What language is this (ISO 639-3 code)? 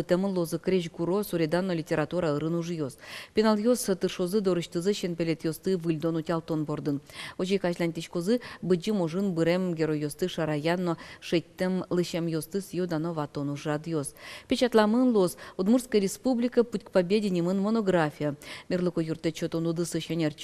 udm